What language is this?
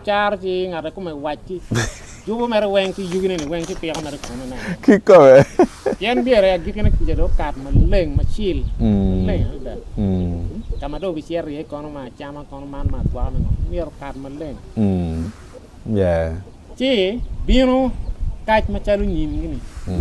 Acoli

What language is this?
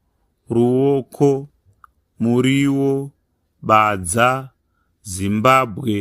Shona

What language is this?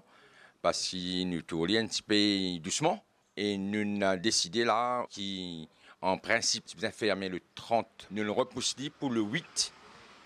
Morisyen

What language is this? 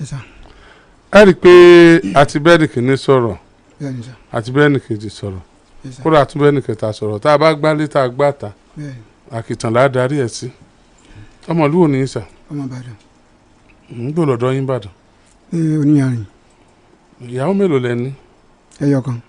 Yoruba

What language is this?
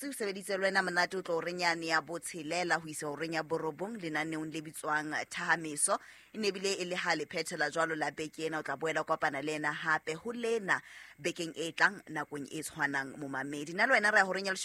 Southern Sotho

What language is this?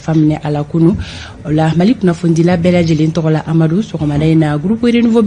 Bambara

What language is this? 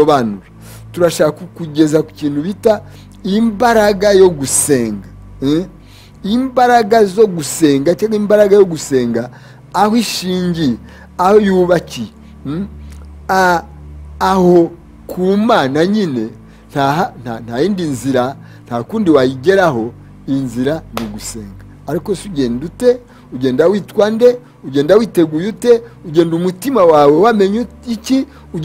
Kinyarwanda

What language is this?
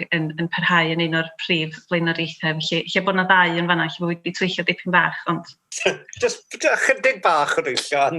Welsh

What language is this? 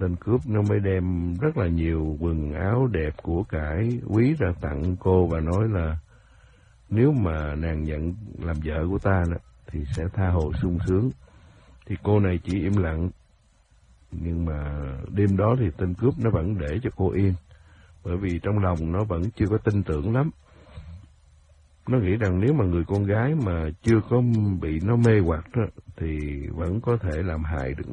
Vietnamese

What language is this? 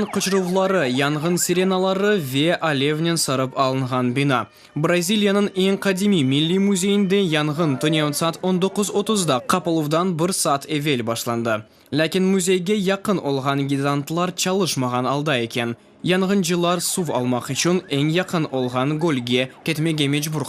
Crimean Tatar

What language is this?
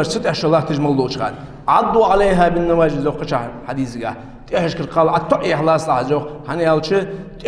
Ingush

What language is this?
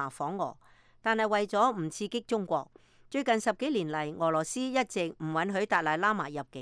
Cantonese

